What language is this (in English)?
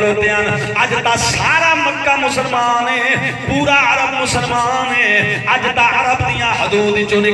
Saraiki